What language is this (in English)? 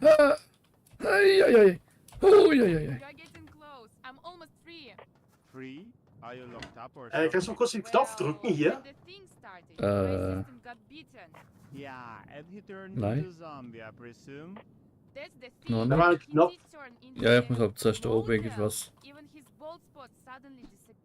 Swiss German